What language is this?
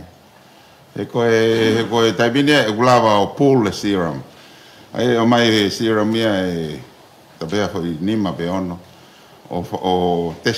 Tongan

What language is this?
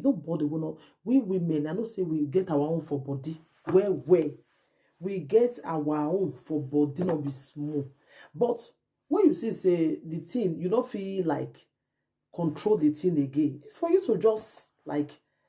Nigerian Pidgin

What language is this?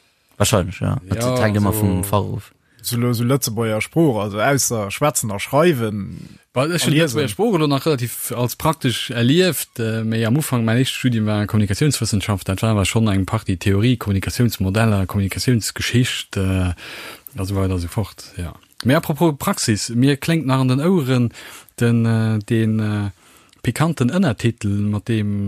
Luxembourgish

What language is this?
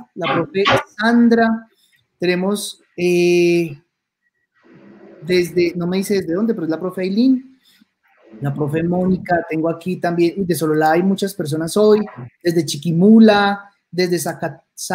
Spanish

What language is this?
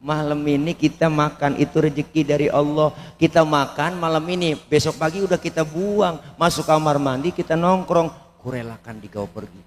Betawi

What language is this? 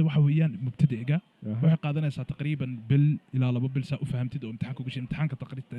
Somali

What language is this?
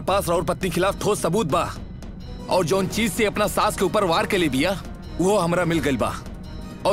Bhojpuri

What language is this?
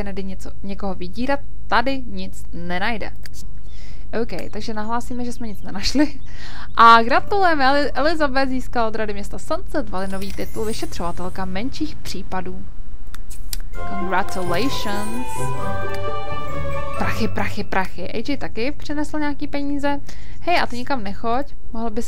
Czech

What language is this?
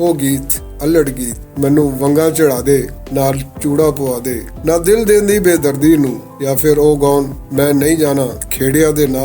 Western Panjabi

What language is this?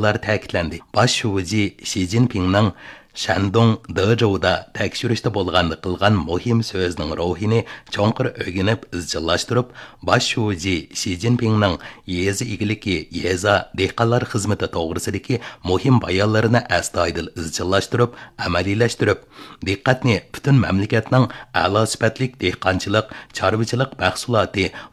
Uyghur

